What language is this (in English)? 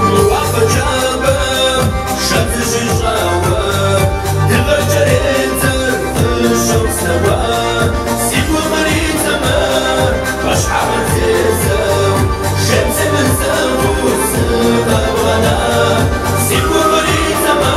Kabardian